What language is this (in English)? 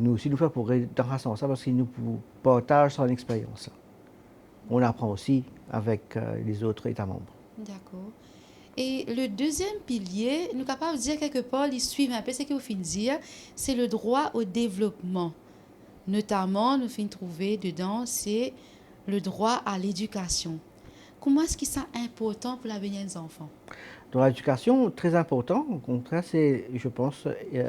Morisyen